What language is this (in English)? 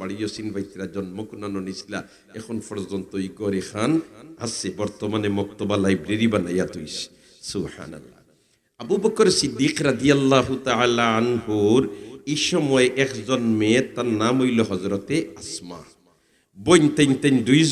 Sylheti